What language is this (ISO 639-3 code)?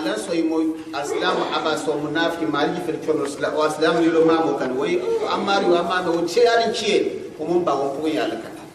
gux